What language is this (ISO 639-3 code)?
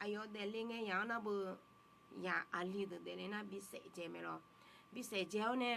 ahk